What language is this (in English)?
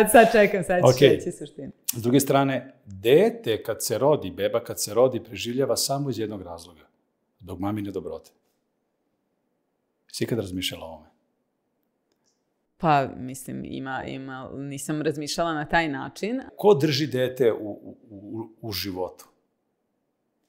Serbian